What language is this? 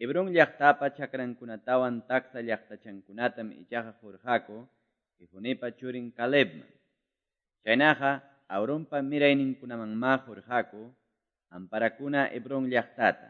Quechua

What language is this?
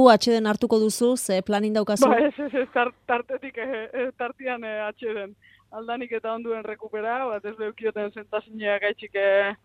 Basque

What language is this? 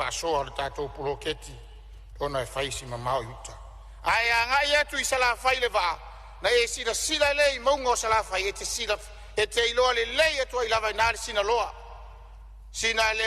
Samoan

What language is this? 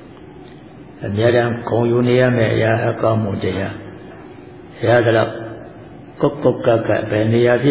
Burmese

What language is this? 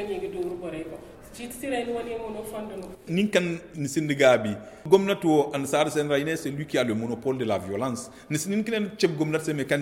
Zarma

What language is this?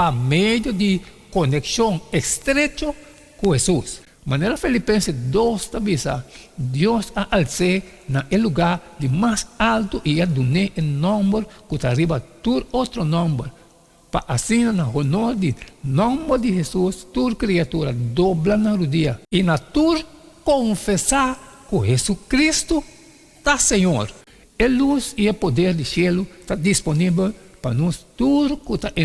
Papiamento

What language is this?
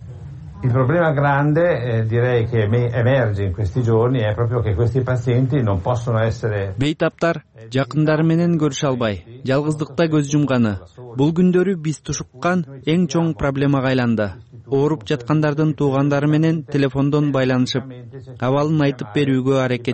Kyrgyz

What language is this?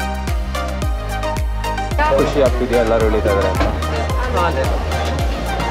Kannada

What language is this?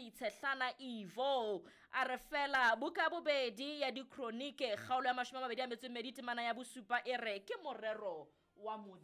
Southern Sotho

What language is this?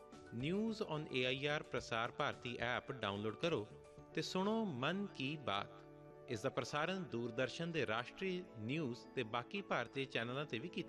Punjabi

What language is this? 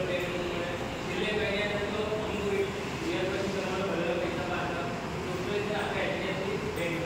Gujarati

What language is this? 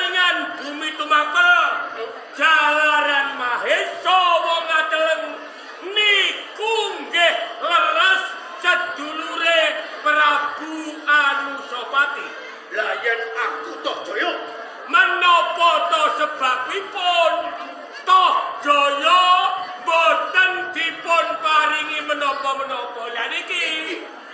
Javanese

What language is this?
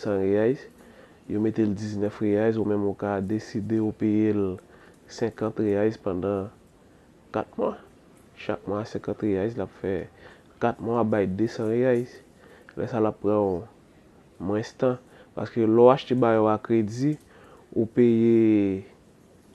Haitian Creole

